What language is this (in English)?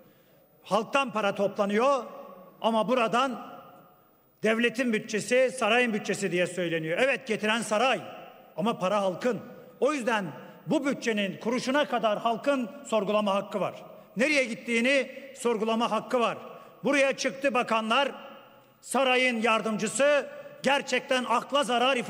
Turkish